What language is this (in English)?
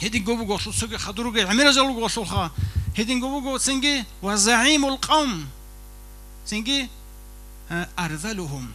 Avaric